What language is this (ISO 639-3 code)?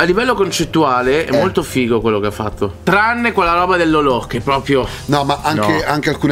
ita